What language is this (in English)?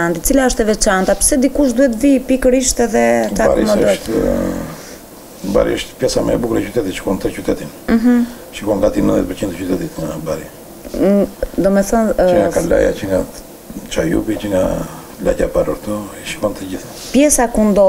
Albanian